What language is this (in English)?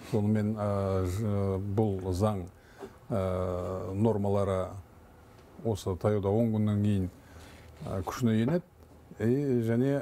Kazakh